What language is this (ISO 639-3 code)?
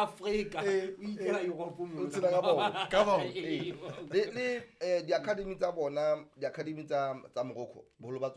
sot